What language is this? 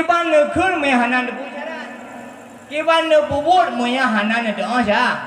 Achinese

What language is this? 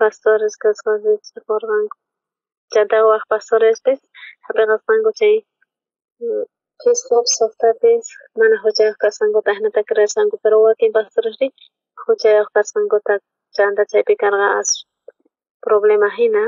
South Bolivian Quechua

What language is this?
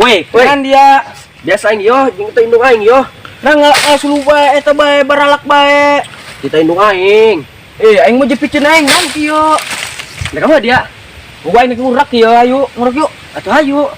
Sundanese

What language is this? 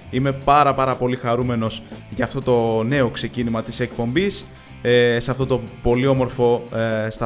Greek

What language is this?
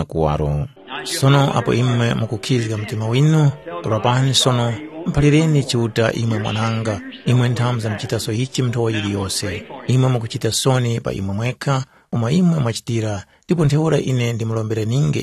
Tumbuka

